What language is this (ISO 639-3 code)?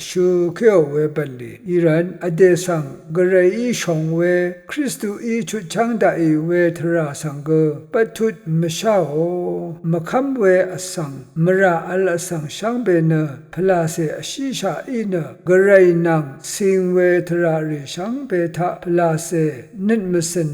raw